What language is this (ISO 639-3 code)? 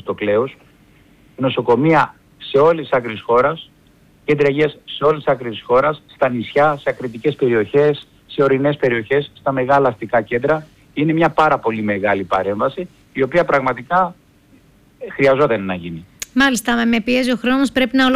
ell